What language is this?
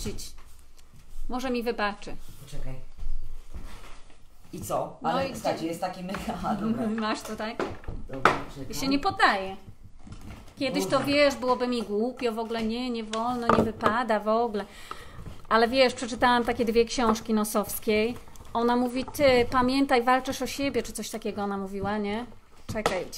Polish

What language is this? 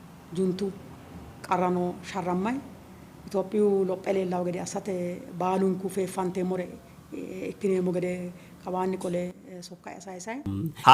Sidamo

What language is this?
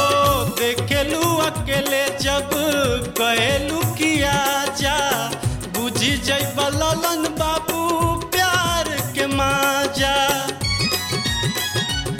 Bhojpuri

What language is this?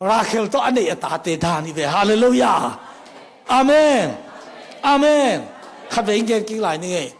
Tedim Chin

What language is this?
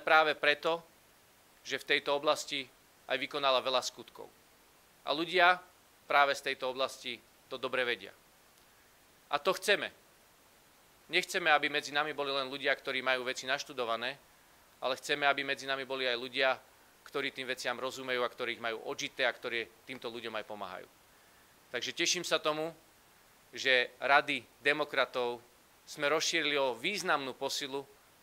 Slovak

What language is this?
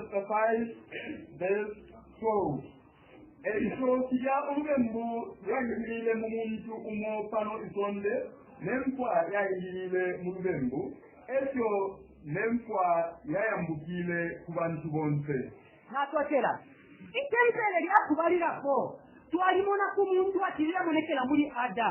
Bemba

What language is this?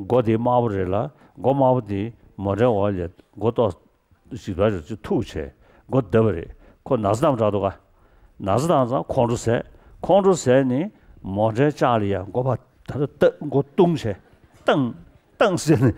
Tibetan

